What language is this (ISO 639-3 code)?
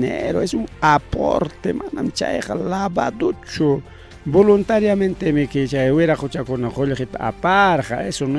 quy